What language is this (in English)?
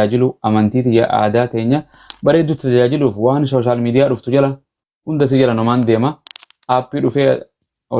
Oromo